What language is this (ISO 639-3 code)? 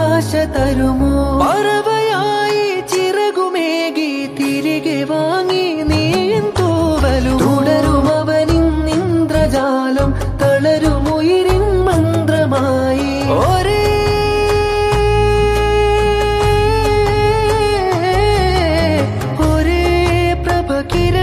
mal